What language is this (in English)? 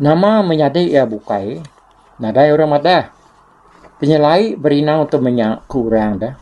Iban